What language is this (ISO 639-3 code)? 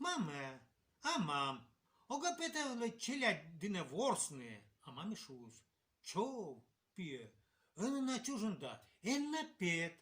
kom